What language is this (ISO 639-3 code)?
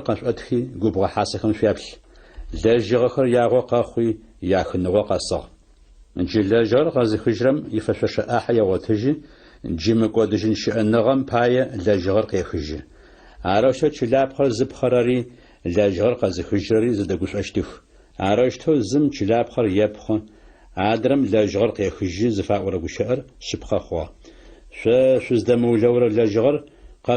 ady